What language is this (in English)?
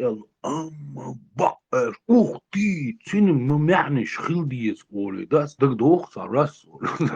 Chechen